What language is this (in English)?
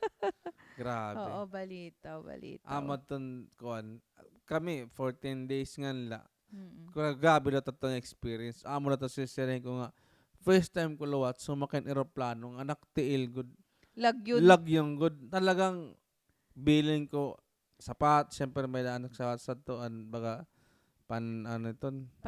Waray